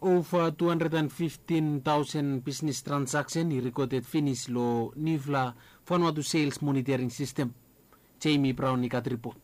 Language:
Bislama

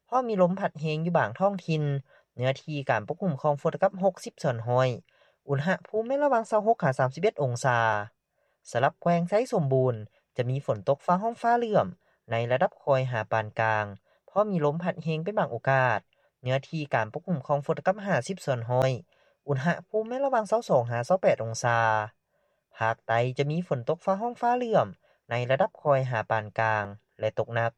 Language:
Lao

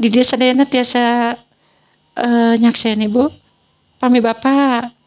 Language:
Sundanese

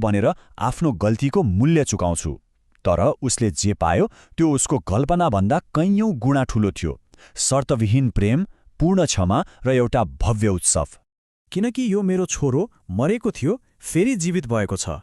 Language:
Nepali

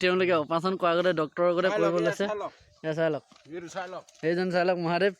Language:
Assamese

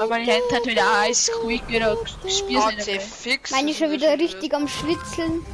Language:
Bavarian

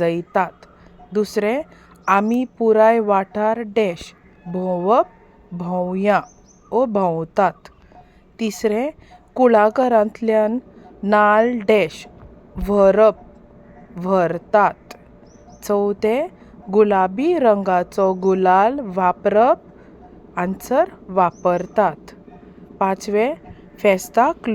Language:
Konkani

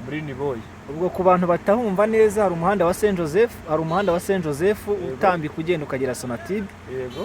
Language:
Kinyarwanda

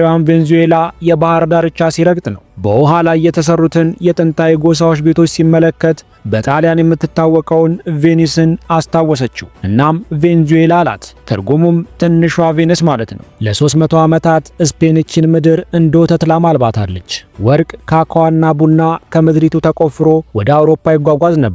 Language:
Amharic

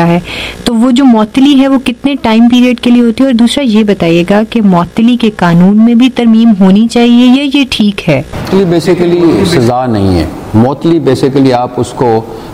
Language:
Urdu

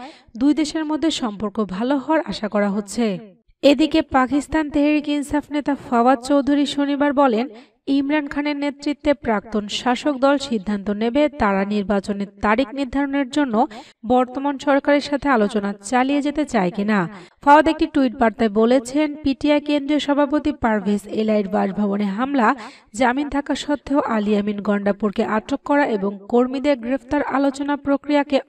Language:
Bangla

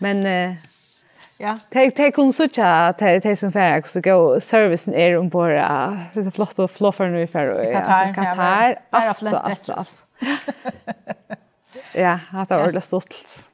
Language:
Faroese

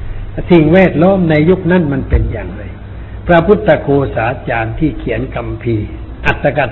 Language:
Thai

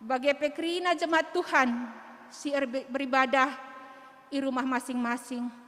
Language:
Batak Karo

